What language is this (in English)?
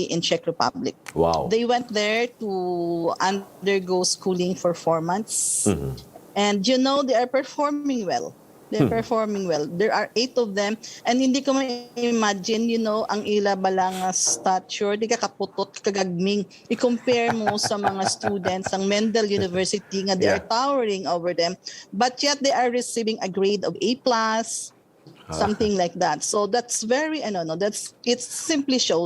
Hiligaynon